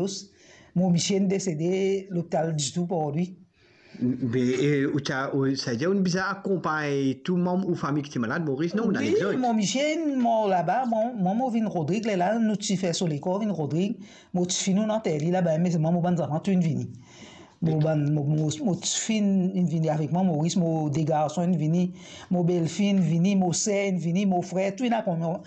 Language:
Morisyen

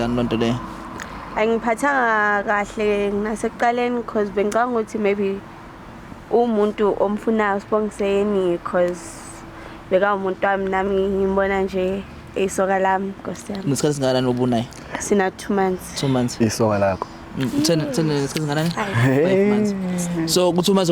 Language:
Zulu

